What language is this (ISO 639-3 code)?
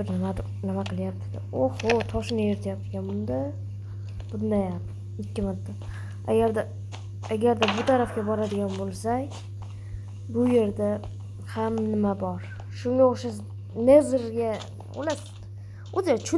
uzb